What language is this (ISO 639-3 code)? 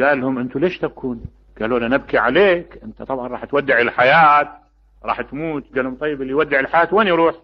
acm